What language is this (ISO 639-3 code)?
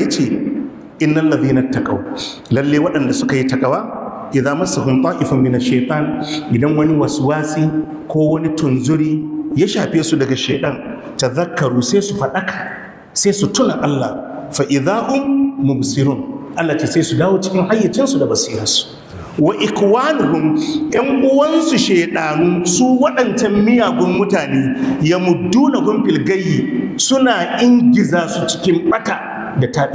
hau